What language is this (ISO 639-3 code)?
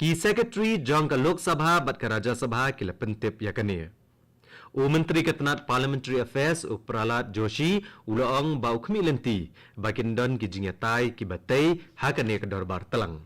kha